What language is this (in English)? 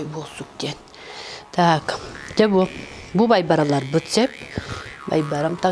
Yakut